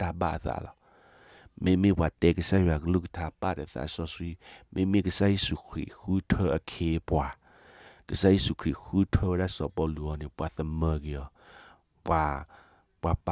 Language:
S'gaw Karen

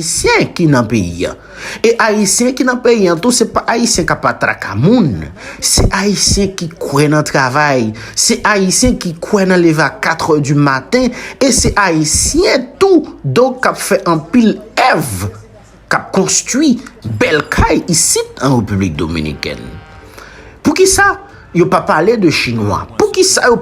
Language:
Haitian Creole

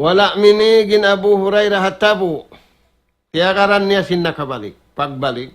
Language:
Tausug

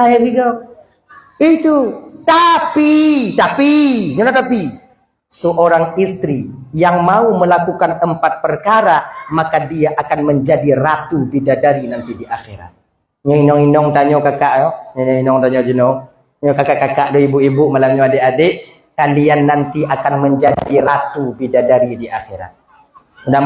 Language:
Achinese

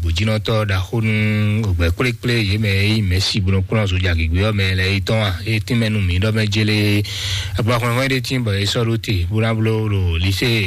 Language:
Fon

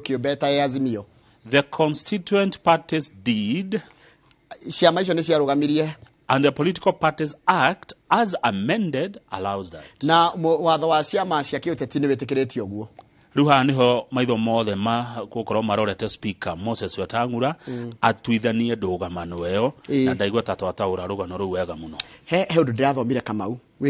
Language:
Kikuyu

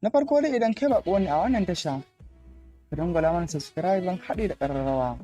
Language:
Hausa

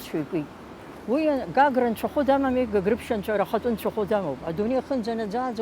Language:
Abkhazian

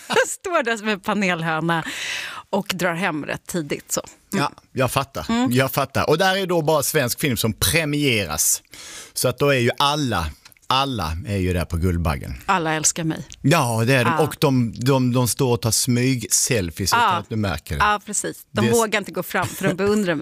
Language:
Swedish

